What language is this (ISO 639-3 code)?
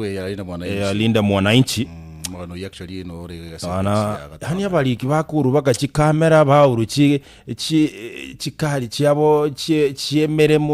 guz